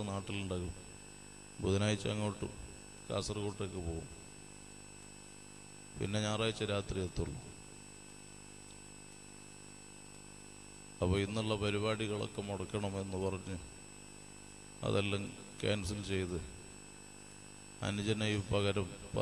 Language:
Malayalam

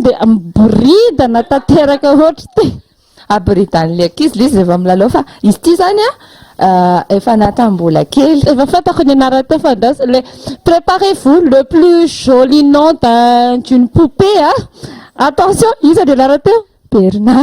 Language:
Malagasy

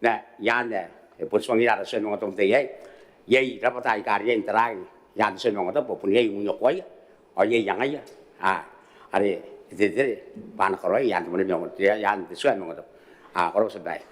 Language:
Gilbertese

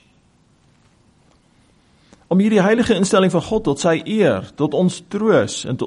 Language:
Afrikaans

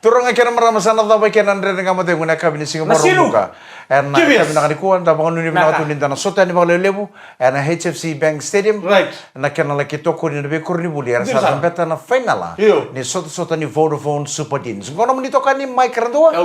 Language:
Fijian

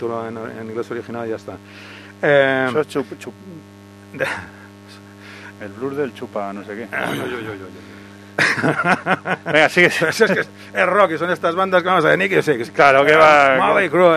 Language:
Spanish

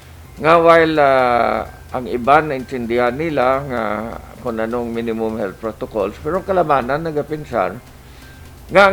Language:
Hiligaynon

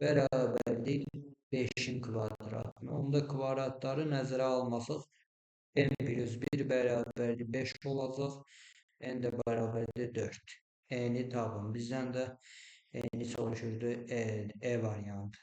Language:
Azerbaijani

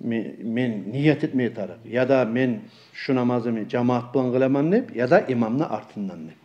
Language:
Kumyk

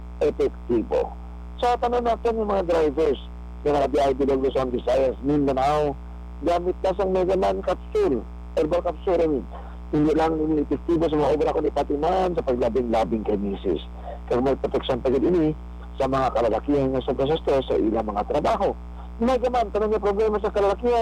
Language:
Hiligaynon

